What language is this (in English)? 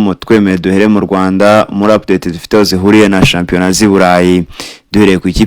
Kinyarwanda